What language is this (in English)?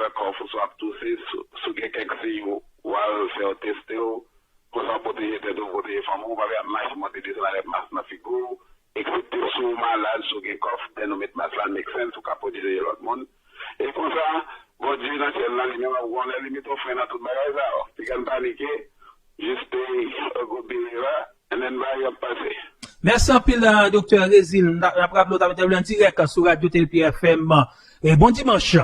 Haitian Creole